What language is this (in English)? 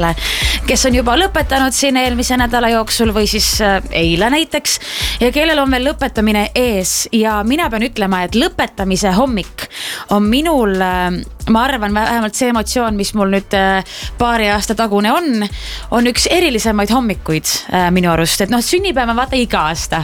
Estonian